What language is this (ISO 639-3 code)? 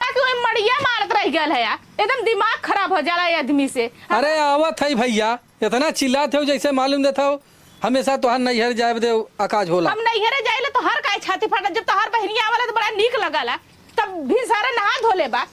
awa